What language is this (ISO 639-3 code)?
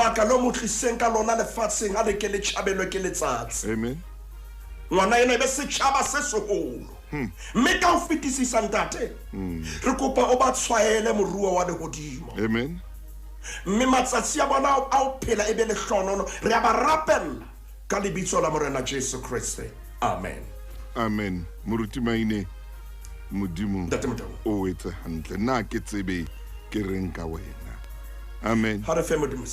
sot